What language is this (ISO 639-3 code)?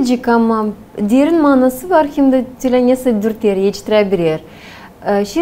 gag